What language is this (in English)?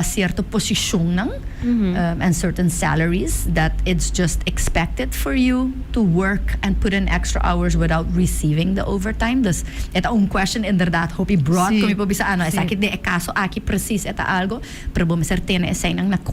Papiamento